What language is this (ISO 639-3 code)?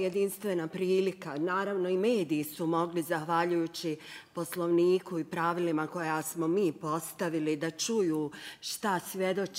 bos